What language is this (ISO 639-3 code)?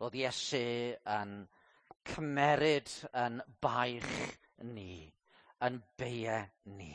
cym